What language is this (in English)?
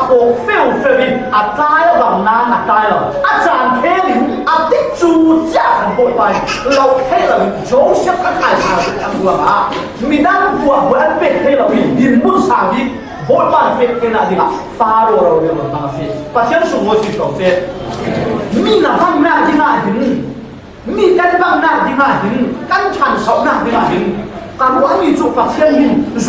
Falam Chin